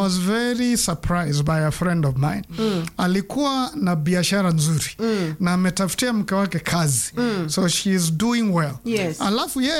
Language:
Swahili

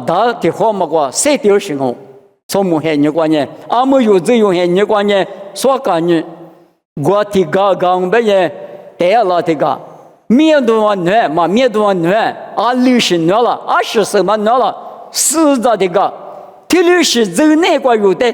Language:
Lisu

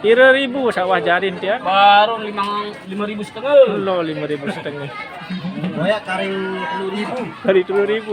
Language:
Sasak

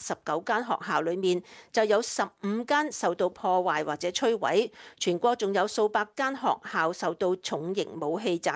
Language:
Cantonese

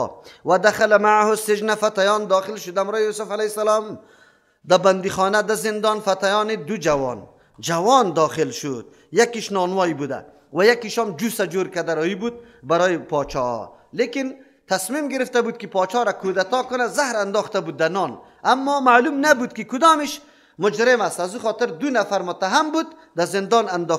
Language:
Persian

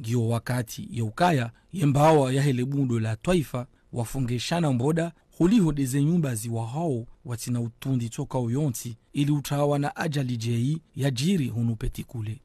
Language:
Ngazidja Comorian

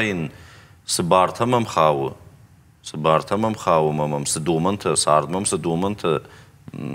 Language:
Ossetic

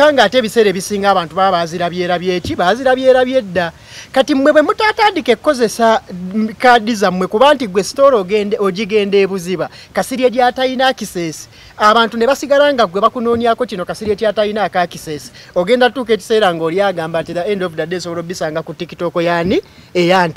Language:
Ganda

